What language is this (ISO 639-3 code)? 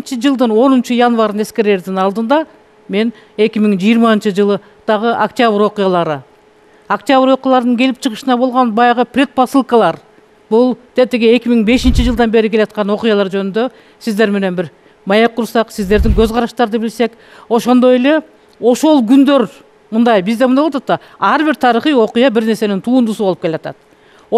kir